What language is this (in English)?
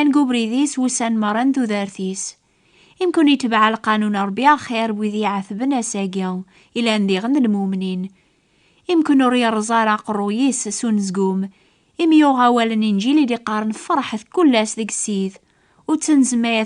Kabyle